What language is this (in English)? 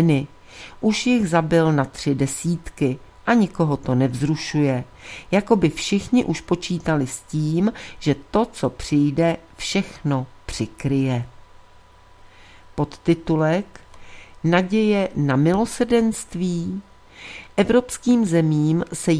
Czech